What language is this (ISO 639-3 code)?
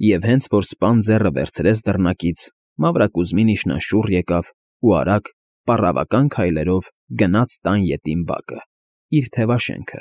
hye